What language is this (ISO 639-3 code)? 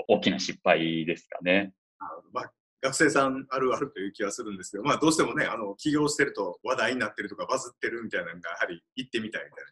jpn